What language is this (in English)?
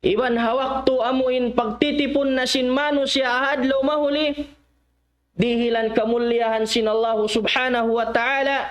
Tausug